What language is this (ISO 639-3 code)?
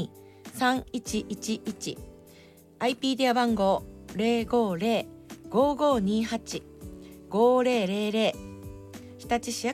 jpn